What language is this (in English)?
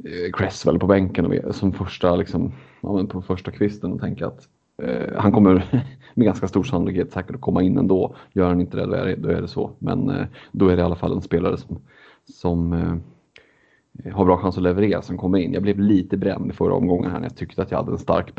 Swedish